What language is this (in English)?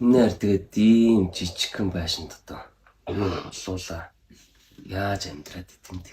Mongolian